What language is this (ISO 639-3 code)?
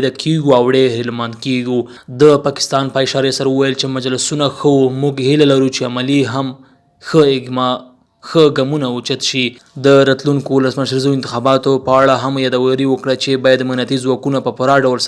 pus